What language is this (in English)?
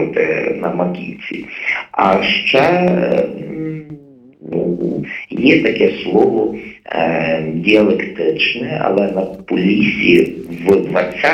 Ukrainian